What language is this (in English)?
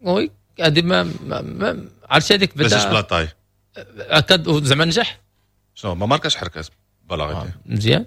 Moroccan Arabic